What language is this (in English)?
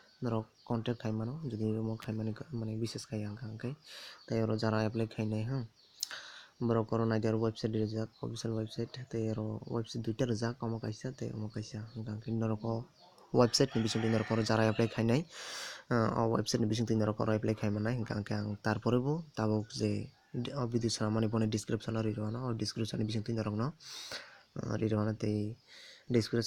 Kok Borok